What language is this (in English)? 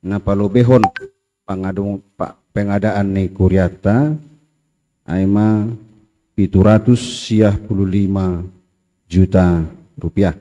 Batak Simalungun